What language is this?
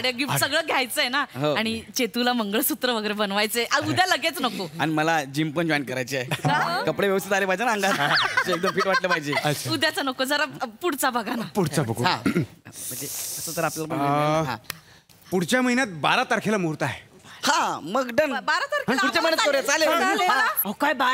Marathi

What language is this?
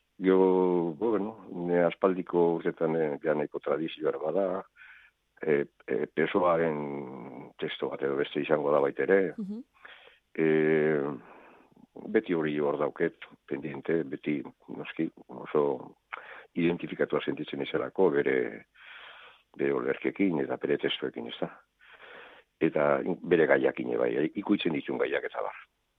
Basque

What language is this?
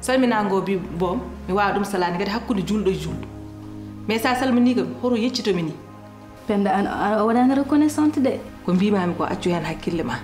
Fula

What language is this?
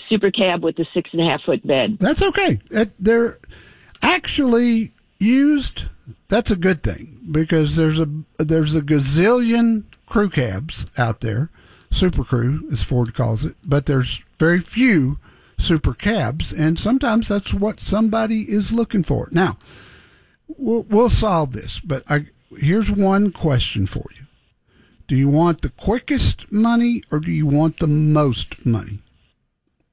English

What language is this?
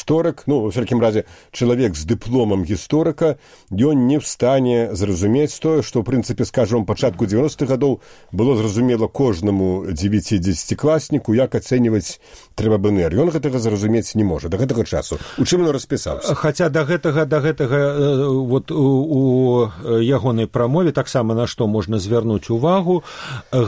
Belarusian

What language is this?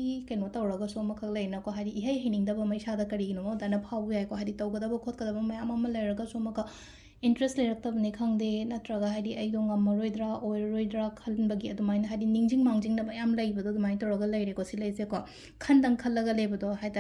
Manipuri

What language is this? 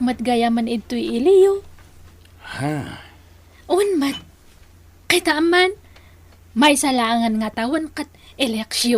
Iloko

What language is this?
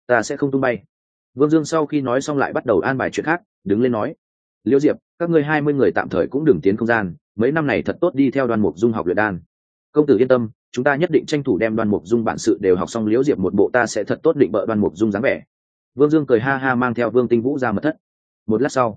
Vietnamese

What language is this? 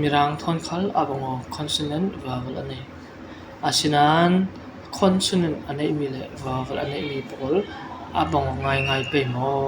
Falam Chin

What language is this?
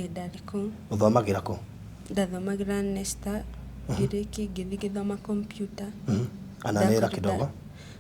Kikuyu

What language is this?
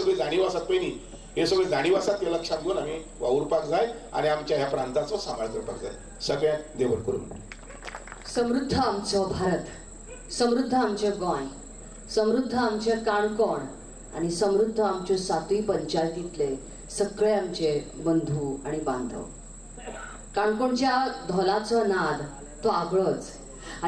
Konkani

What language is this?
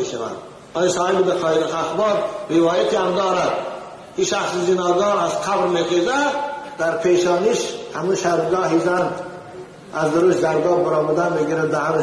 Tajik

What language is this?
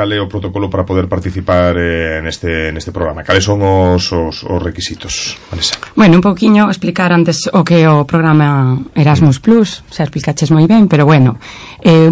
Galician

